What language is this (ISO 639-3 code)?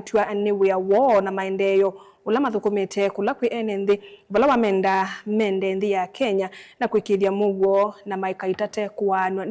kam